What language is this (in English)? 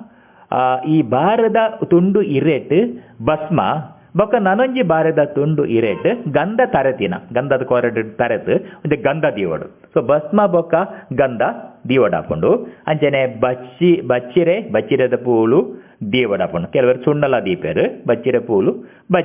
Tulu